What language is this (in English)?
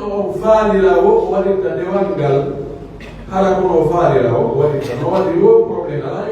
Pular